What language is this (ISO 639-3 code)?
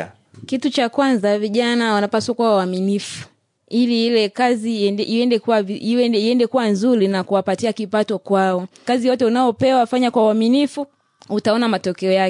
swa